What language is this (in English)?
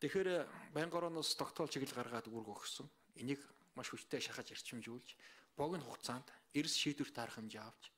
Mongolian